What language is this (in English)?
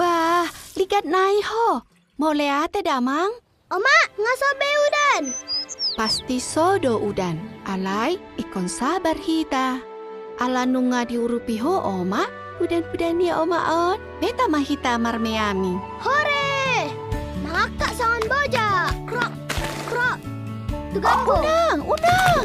Batak Toba